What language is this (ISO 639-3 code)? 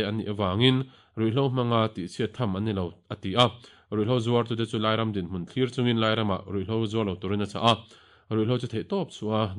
lus